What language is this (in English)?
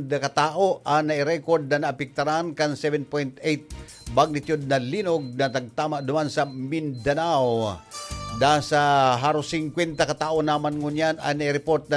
Bikol